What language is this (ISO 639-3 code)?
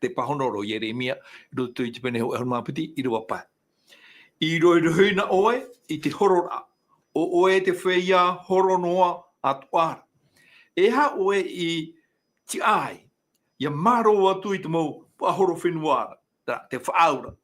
tah